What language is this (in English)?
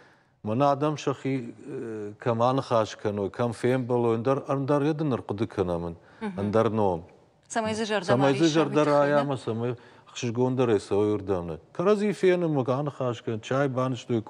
Ossetic